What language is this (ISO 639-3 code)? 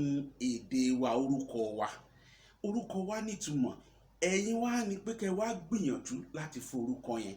yor